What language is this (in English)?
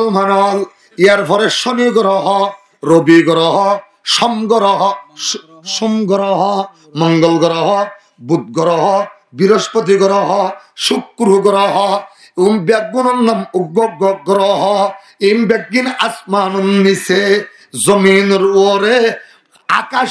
Rohingya